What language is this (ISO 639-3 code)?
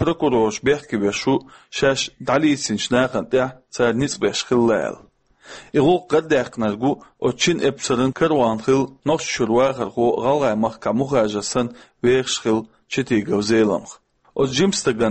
che